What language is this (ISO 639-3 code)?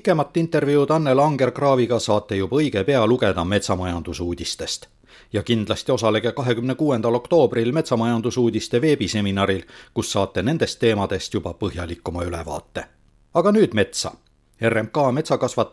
est